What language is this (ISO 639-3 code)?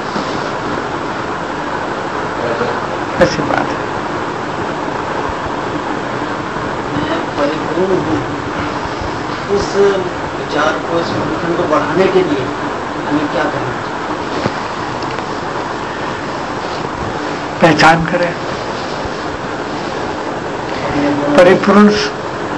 hin